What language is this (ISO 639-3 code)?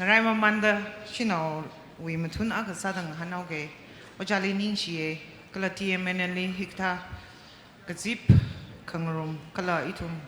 nmf